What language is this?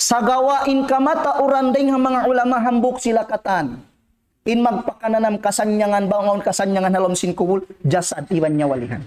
Tausug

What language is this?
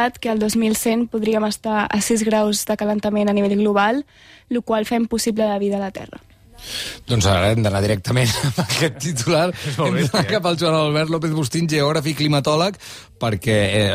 Catalan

